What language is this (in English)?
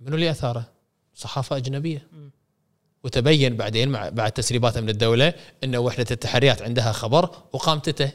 Gulf Arabic